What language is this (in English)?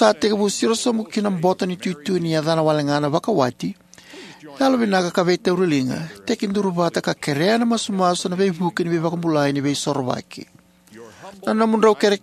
Fijian